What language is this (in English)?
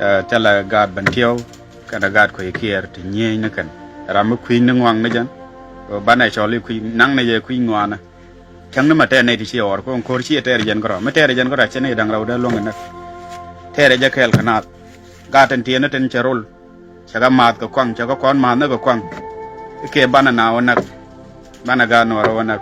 Nuer